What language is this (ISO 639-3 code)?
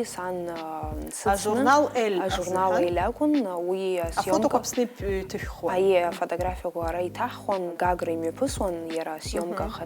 abk